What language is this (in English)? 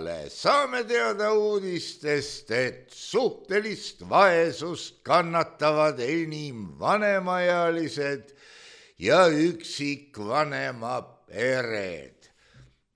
Estonian